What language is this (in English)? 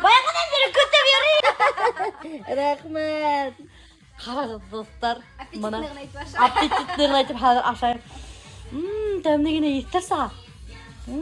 Bashkir